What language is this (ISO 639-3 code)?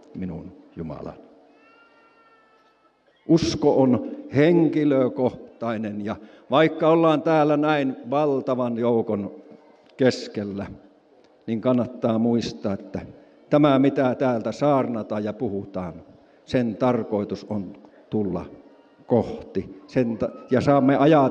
fin